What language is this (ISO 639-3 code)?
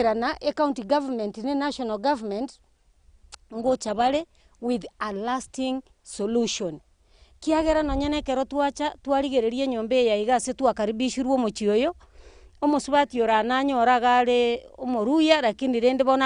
guz